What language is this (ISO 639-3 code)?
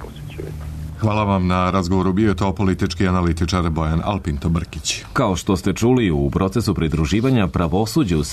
srp